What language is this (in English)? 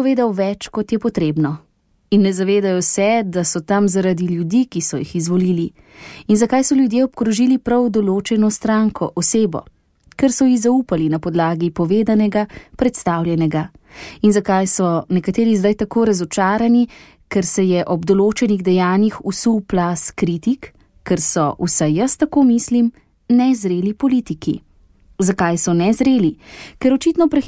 Slovenian